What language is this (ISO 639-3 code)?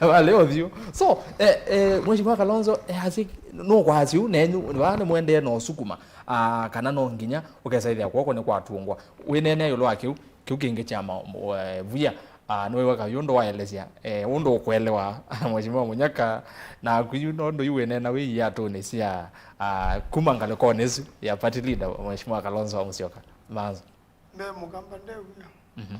kam